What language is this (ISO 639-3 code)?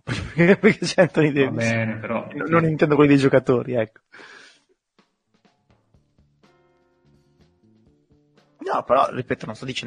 ita